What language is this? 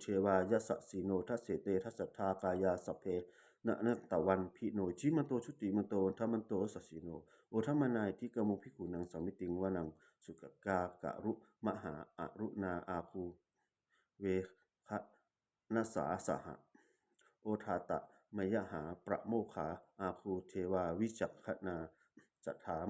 Pali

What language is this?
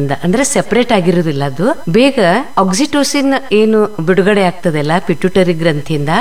Kannada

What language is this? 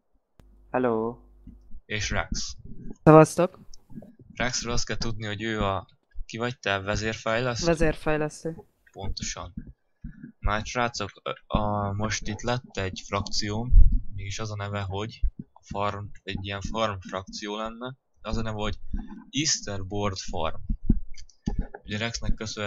Hungarian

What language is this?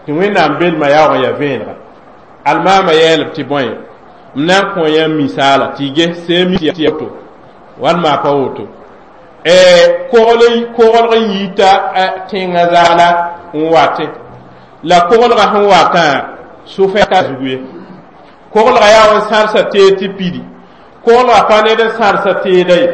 Mossi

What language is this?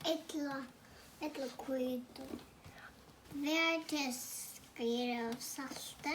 Faroese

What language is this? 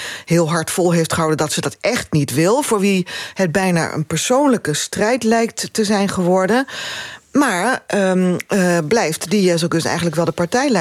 Dutch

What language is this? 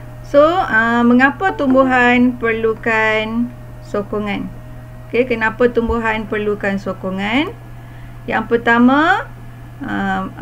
Malay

